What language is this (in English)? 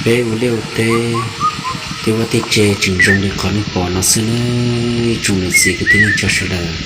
Hmong